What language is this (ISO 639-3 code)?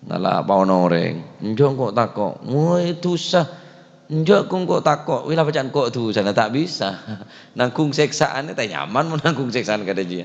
mad